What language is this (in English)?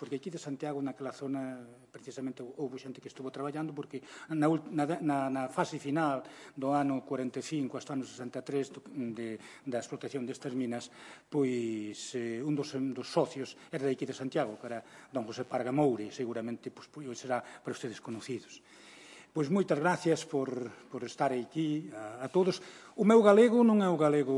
Galician